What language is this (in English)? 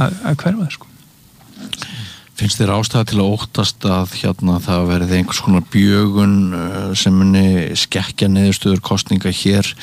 Icelandic